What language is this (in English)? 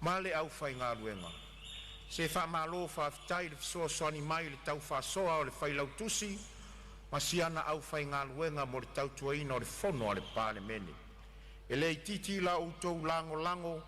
Samoan